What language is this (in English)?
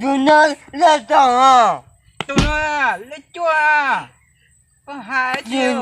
Hmong